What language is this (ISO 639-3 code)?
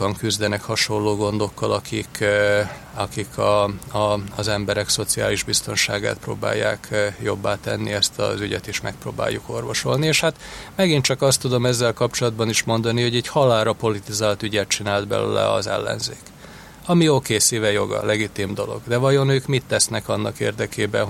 hun